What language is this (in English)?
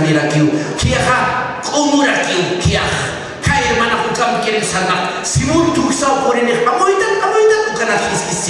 Aymara